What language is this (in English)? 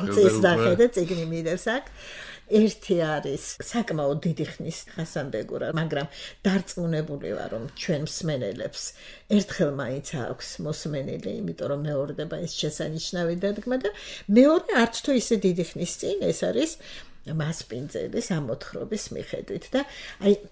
Georgian